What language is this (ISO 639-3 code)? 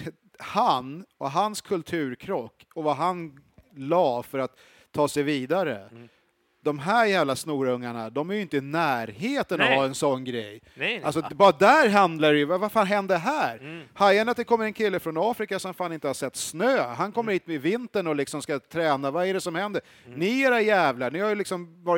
swe